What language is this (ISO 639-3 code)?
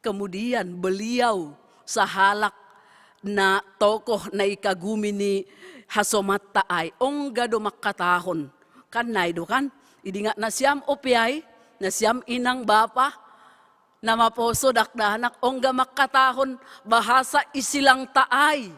bts